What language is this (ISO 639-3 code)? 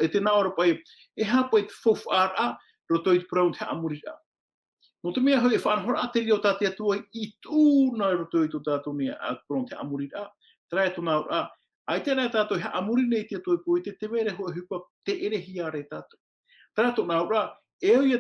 tah